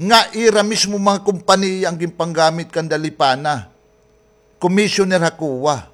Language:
Waray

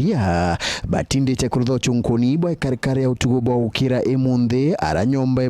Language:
Meru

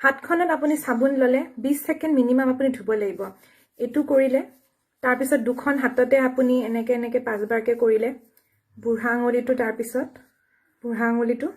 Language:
Assamese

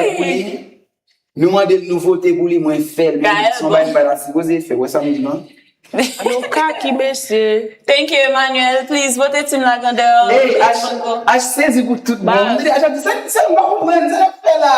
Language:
Haitian Creole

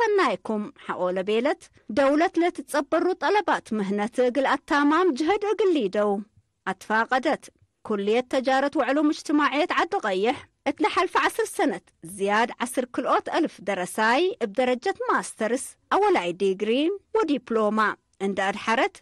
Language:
Tigre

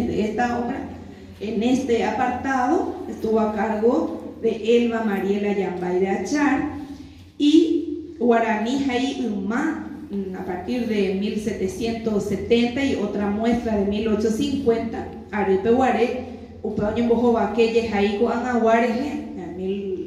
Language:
Guarani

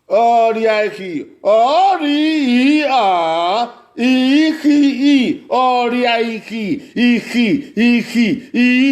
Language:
Bini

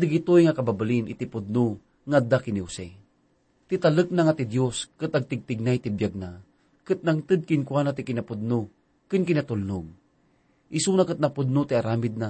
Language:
Iloko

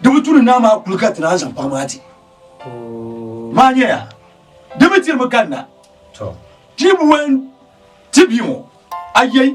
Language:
Dagbani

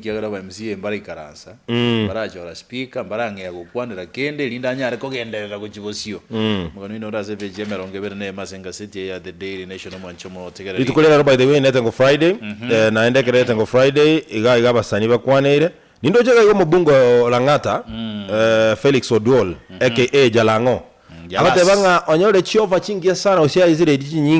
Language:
Gusii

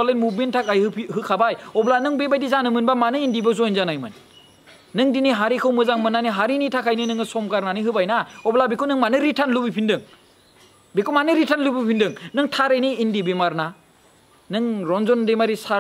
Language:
Bodo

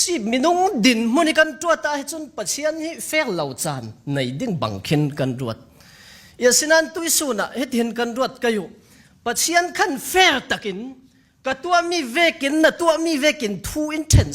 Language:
Falam Chin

